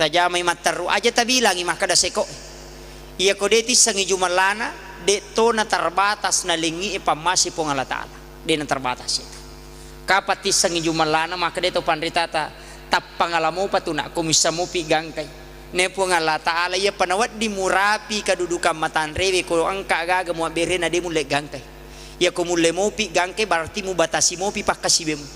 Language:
Buginese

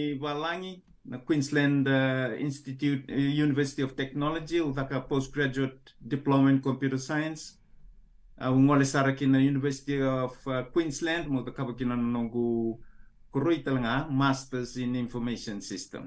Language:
Fijian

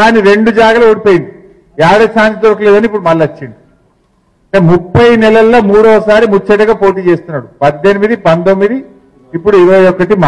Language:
Telugu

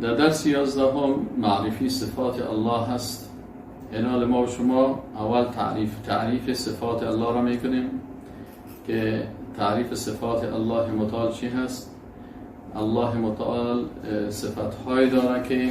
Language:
Persian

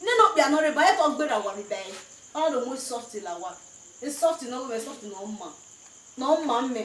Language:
Bini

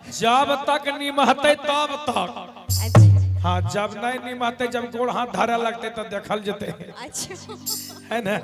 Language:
Magahi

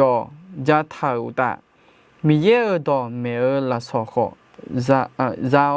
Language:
Akha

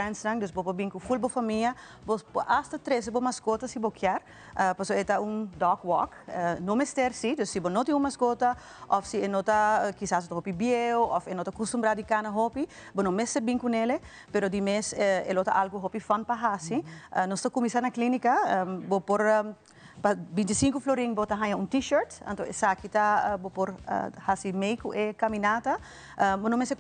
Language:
Papiamento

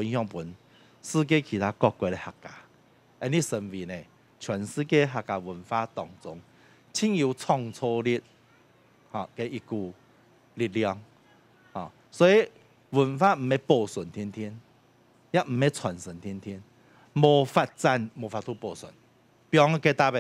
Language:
Hakka Chinese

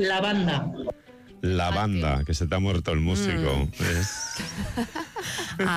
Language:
Basque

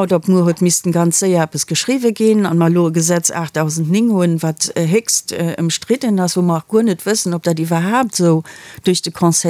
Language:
Luxembourgish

